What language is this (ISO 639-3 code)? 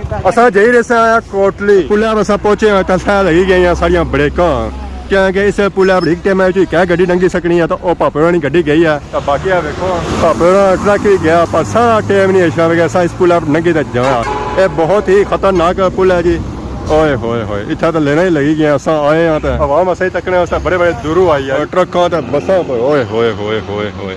phr